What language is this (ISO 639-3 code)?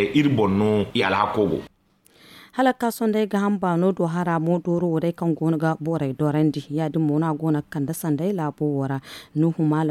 dje